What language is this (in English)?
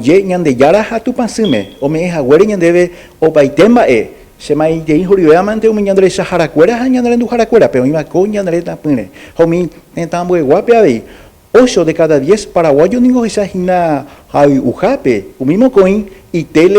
Guarani